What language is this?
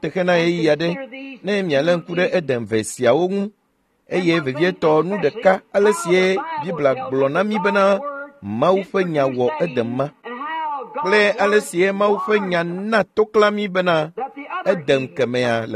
Ewe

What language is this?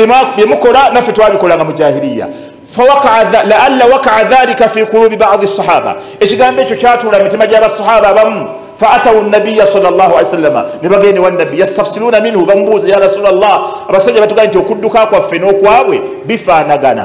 Ganda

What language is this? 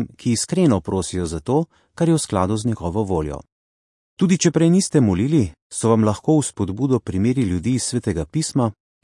Slovenian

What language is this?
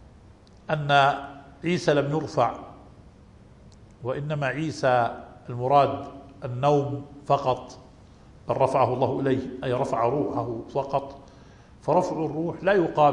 Arabic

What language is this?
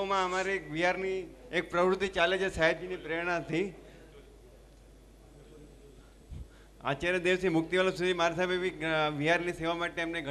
Gujarati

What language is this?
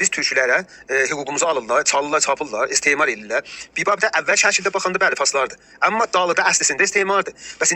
South Azerbaijani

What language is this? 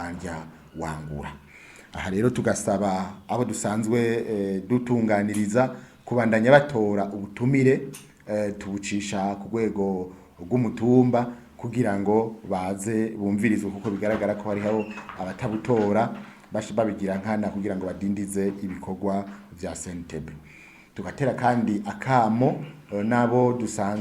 Rundi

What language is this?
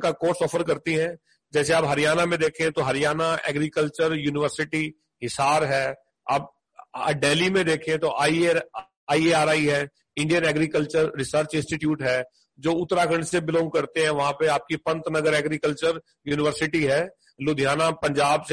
Hindi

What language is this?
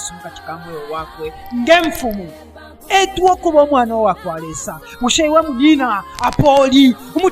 Bemba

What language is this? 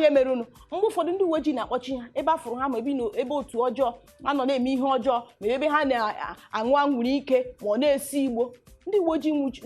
Igbo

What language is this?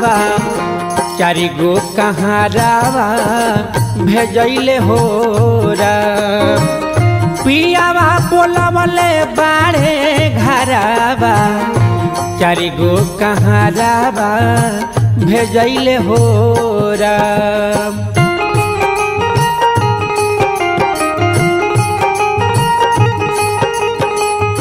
Bhojpuri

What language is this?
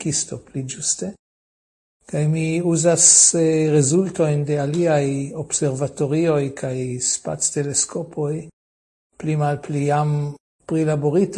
Esperanto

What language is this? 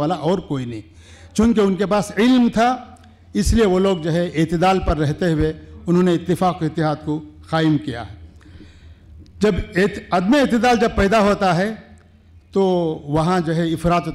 Urdu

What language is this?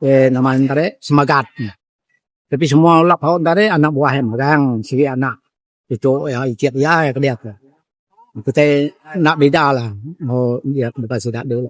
Iban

